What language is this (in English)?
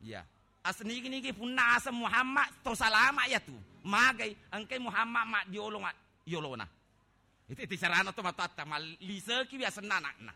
Buginese